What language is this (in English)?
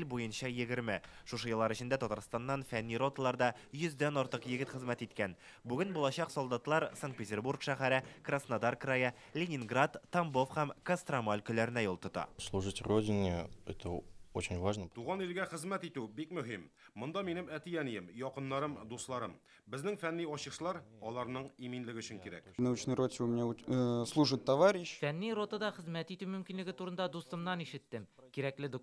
Tatar